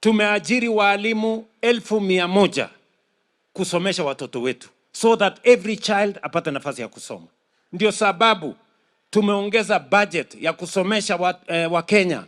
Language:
Meru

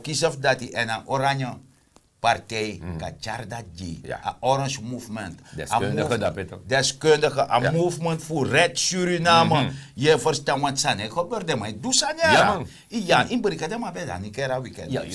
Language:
Sranan Tongo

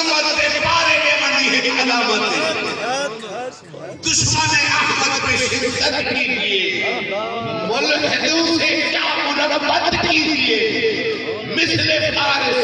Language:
Saraiki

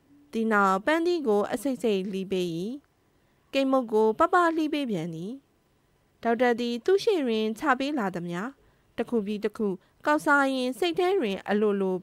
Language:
Burmese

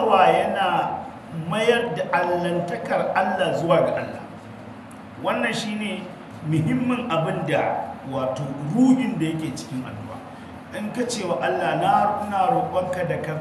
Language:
Hausa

